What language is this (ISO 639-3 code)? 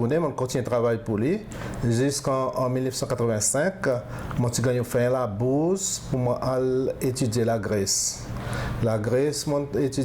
crs